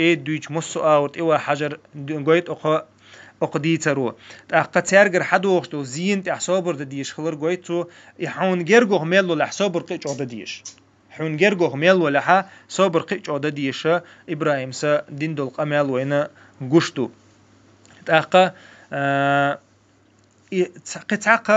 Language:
Chechen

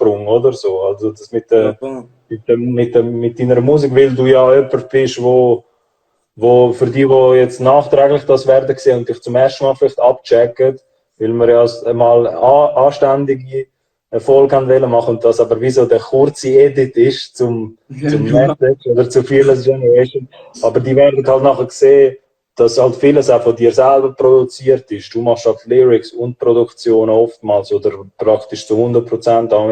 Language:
Swiss German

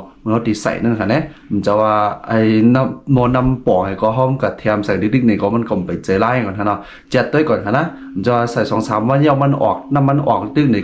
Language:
Shan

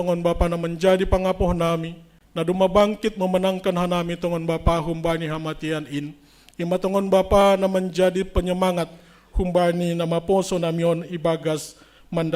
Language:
Batak Simalungun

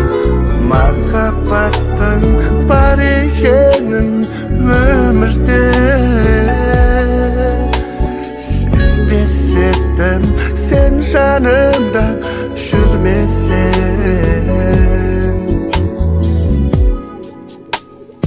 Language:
Kazakh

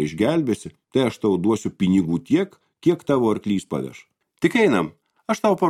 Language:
Lithuanian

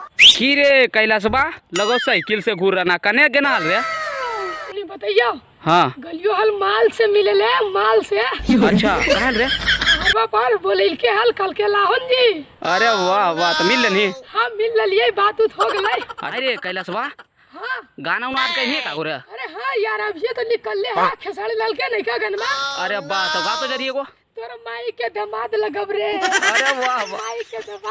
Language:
Magahi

